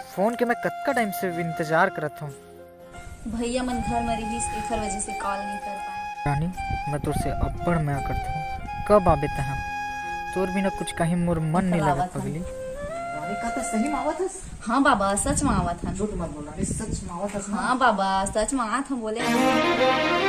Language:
Chhattisgarhi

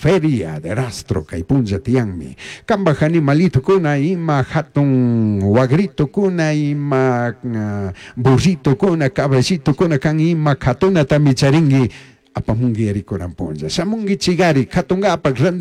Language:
Chimborazo Highland Quichua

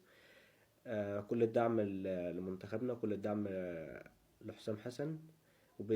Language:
Egyptian Arabic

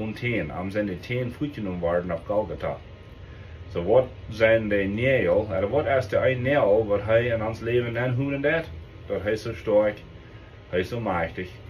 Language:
Plautdietsch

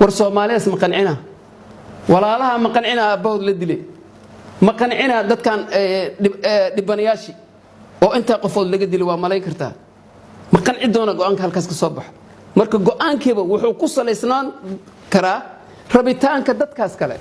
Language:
Somali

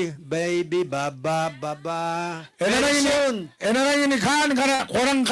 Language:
Gilbertese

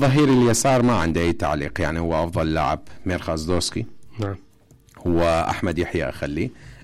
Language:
Mesopotamian Arabic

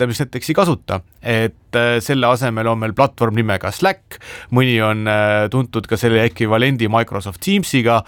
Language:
Estonian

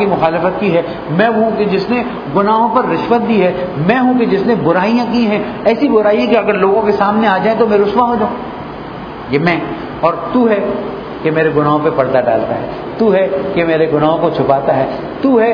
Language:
Urdu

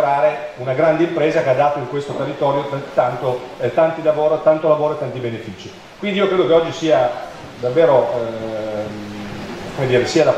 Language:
Italian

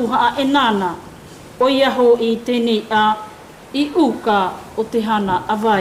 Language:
South Marquesan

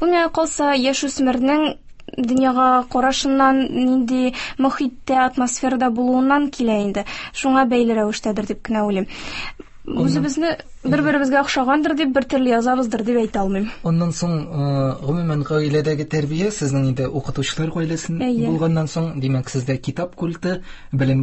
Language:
Tatar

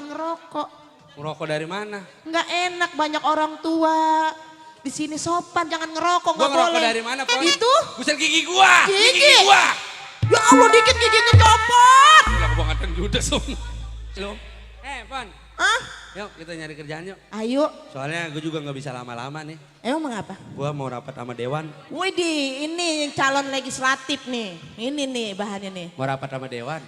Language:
Betawi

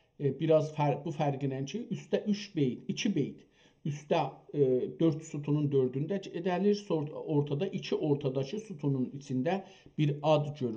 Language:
South Azerbaijani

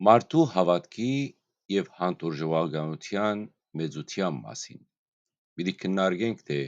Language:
Western Armenian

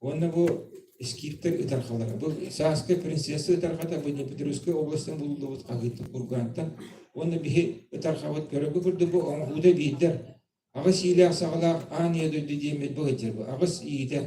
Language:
Yakut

